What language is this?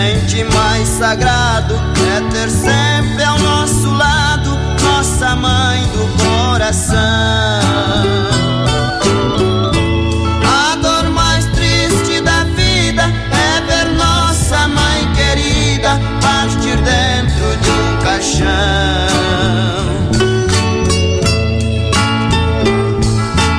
Portuguese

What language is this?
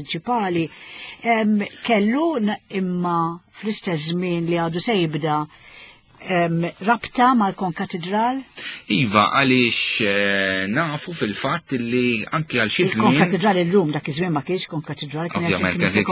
Maltese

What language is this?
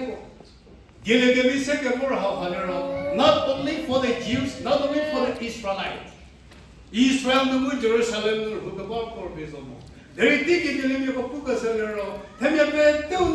Angami Naga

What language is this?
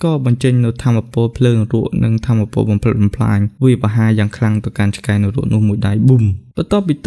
Khmer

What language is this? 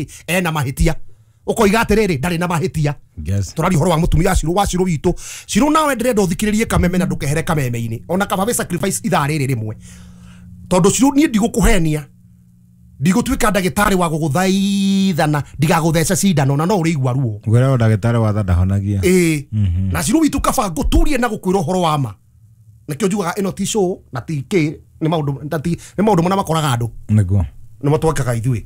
Kikuyu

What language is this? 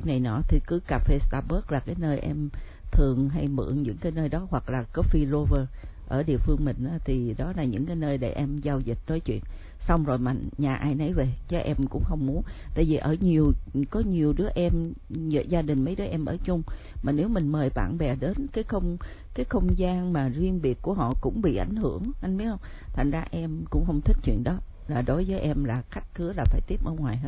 Vietnamese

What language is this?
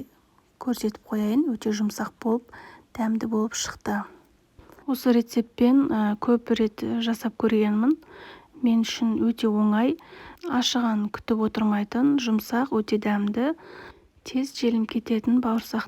Kazakh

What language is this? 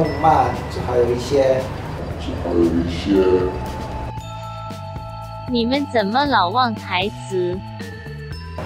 Chinese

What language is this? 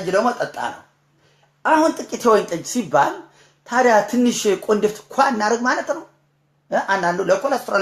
Amharic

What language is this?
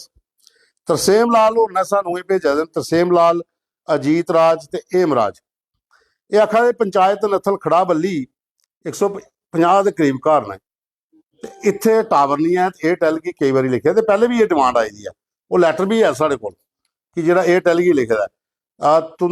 Dogri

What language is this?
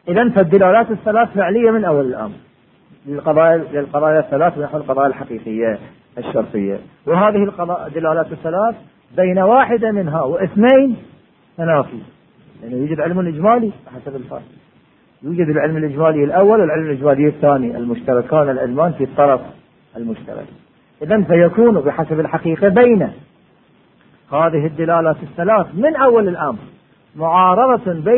Arabic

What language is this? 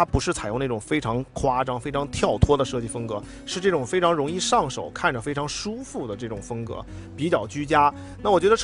Chinese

